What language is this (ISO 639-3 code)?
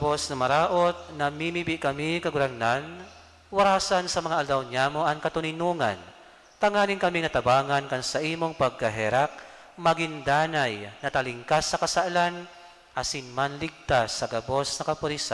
bik